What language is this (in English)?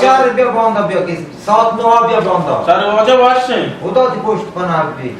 Baluchi